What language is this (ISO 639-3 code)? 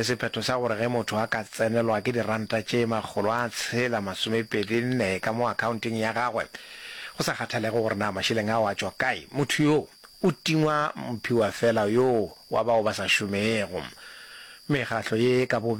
nso